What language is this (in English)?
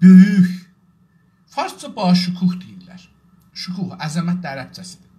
South Azerbaijani